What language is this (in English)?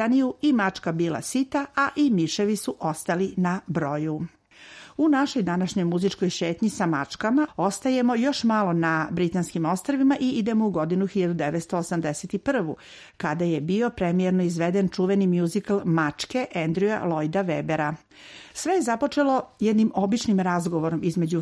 Serbian